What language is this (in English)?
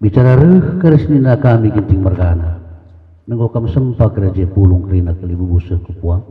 Batak Karo